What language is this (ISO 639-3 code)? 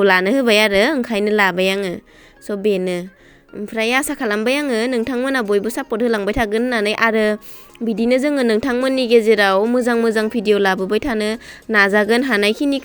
brx